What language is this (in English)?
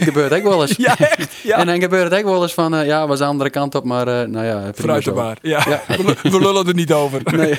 Western Frisian